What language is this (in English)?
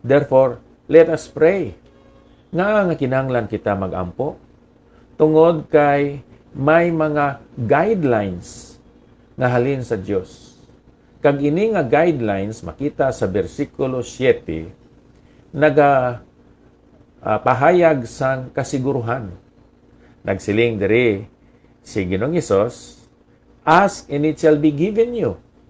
Hiligaynon